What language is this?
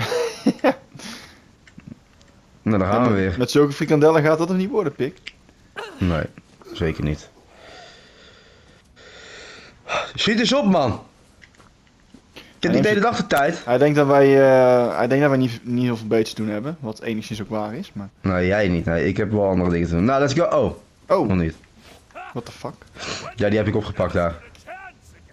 Dutch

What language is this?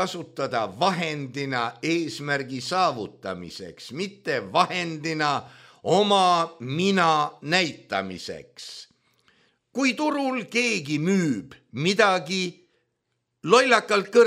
Estonian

